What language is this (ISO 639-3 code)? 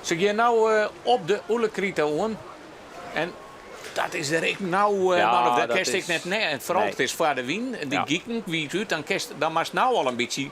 fry